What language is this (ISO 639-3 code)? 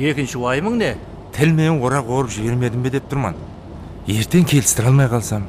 kaa